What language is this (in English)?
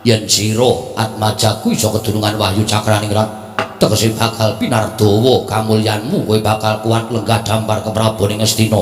Javanese